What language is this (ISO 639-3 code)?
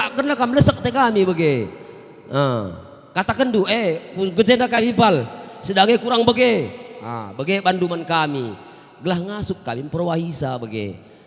btx